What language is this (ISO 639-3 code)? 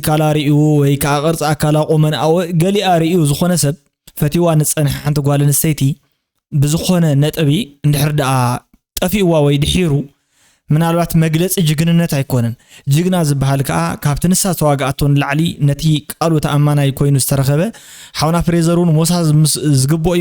tir